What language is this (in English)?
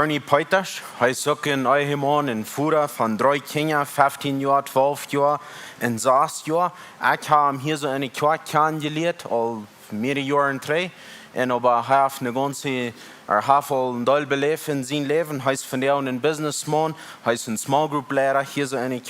Plautdietsch